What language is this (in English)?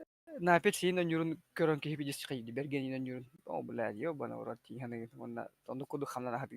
Yakut